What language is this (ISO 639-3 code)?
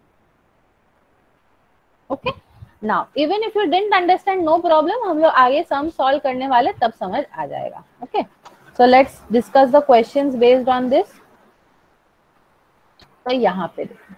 hin